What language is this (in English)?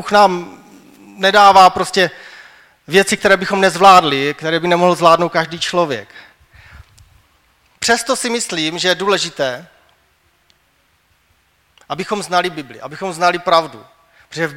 Czech